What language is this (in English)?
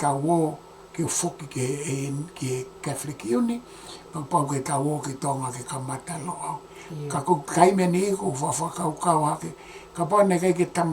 Tongan